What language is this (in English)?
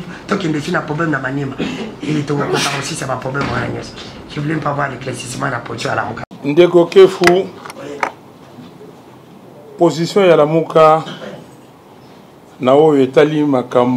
French